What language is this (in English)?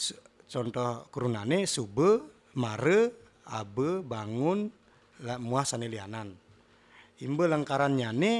Balinese